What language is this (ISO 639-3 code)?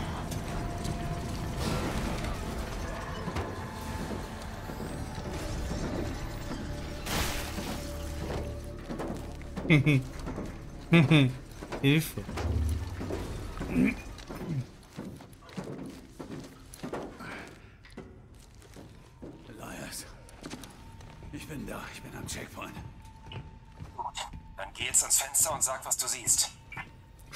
deu